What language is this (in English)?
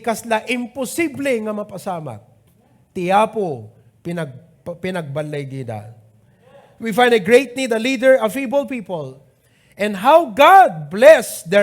Iloko